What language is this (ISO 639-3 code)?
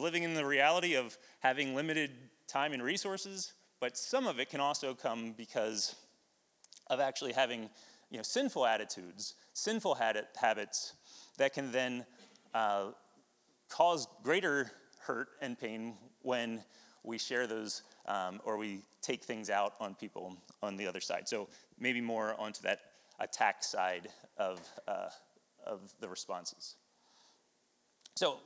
eng